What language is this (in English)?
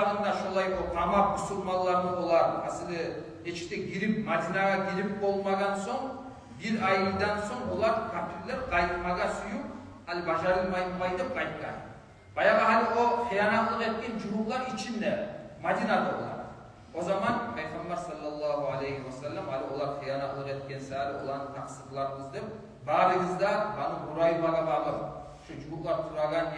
Kumyk